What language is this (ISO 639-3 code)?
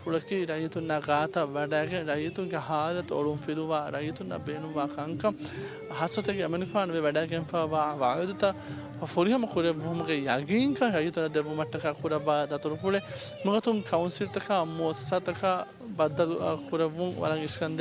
div